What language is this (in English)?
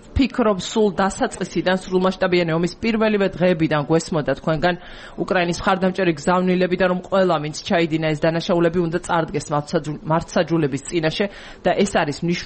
Georgian